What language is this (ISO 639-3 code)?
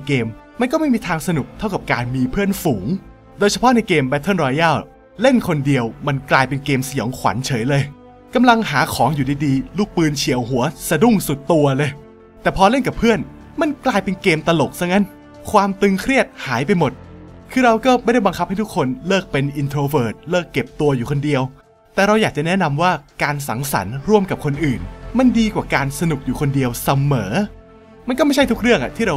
tha